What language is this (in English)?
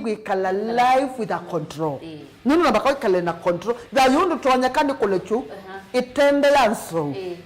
Kamba